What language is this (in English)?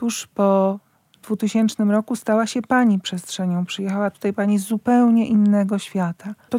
Polish